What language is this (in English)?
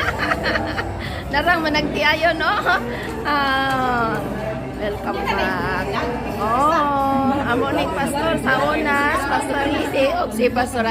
Cebuano